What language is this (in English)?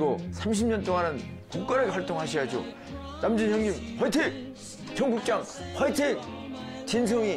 Korean